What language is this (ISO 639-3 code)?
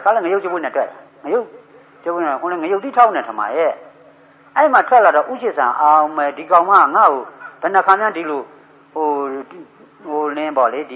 mya